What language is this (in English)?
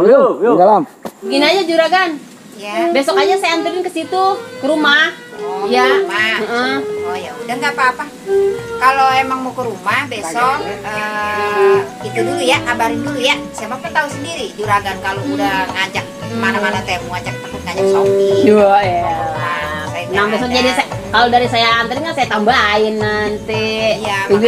Betawi